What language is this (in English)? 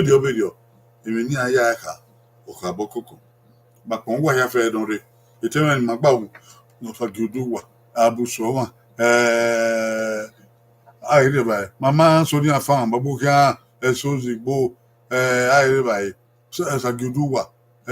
Bini